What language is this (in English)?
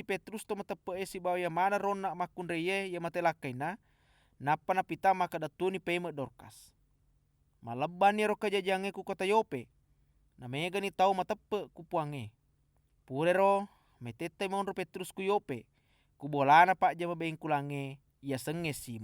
Buginese